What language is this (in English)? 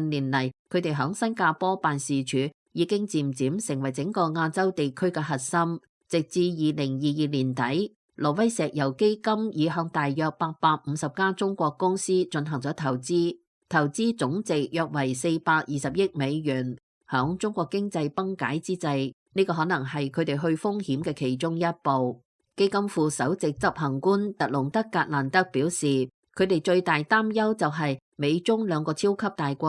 Cantonese